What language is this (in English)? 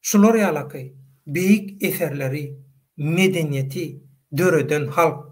Turkmen